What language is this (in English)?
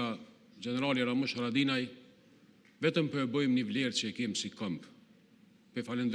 Albanian